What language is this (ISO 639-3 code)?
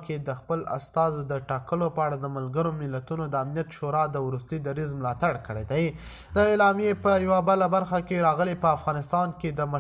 pus